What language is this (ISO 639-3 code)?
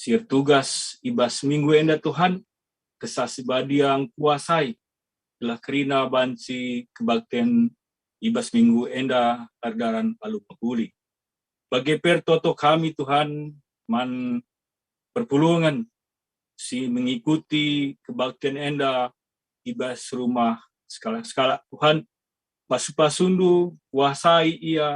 btx